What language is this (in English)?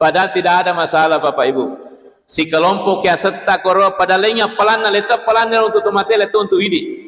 Buginese